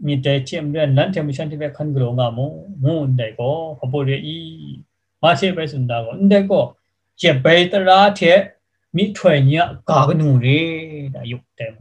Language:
Kachin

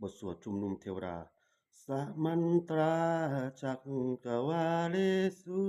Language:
Pali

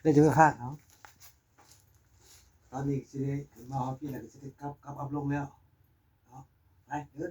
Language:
Lao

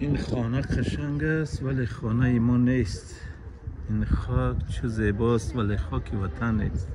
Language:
Tajik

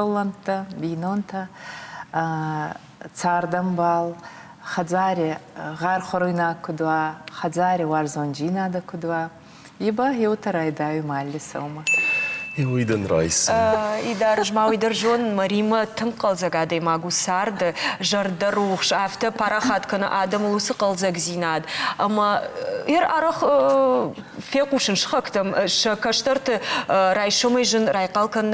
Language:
Ossetic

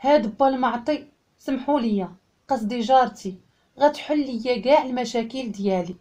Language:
Moroccan Arabic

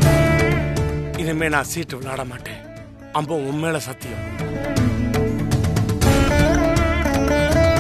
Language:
Tamil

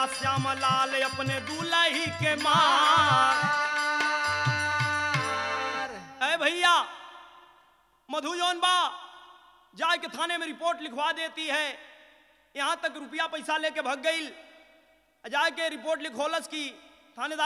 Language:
Bhojpuri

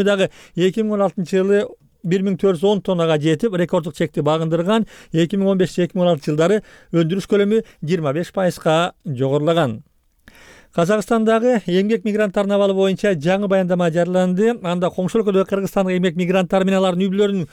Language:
Kyrgyz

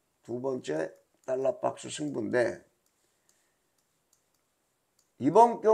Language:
Korean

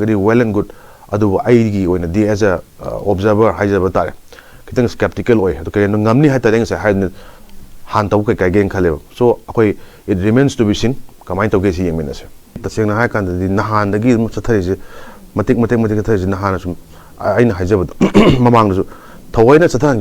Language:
Manipuri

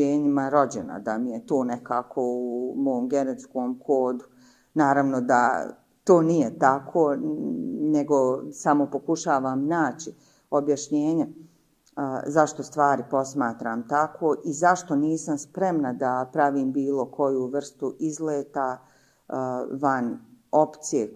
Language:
Bosnian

